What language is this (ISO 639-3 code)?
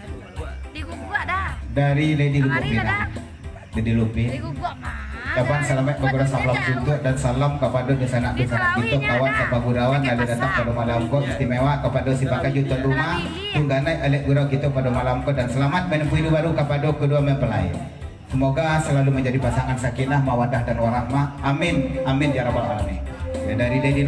min